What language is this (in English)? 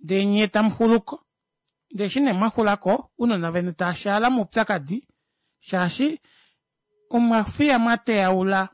Kuanyama